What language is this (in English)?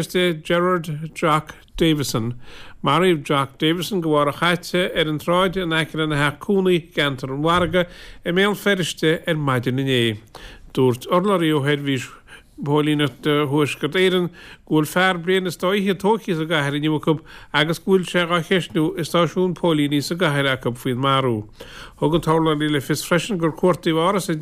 Irish